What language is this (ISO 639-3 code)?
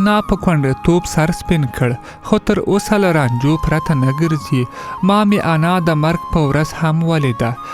pus